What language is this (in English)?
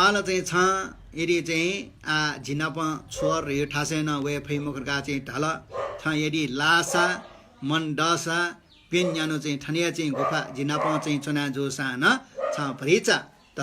Newari